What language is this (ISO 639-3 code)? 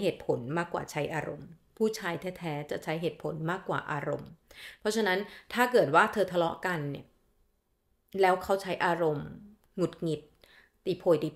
tha